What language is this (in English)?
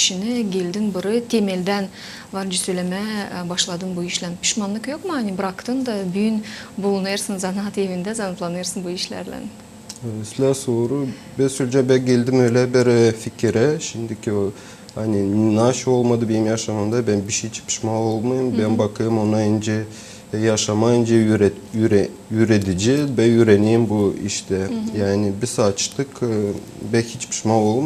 Gagauz